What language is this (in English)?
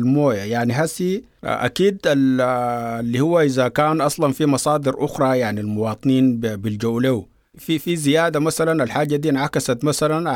Sudanese Arabic